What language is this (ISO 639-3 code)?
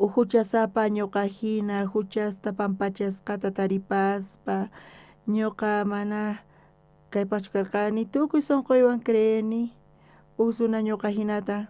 quh